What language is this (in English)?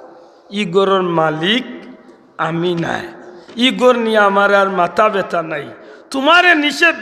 Sylheti